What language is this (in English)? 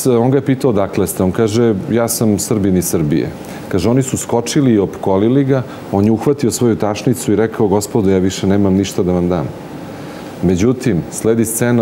Serbian